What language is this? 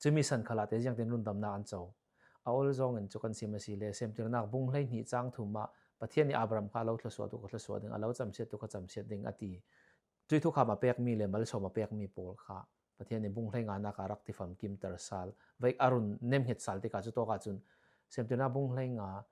Falam Chin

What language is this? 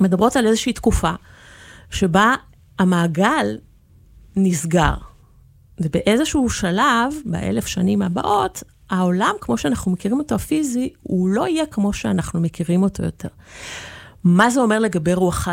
Hebrew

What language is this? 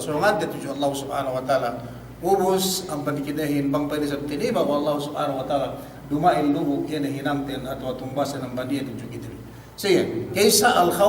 Yakan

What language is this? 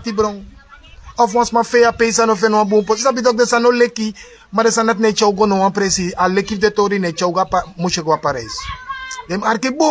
Sranan Tongo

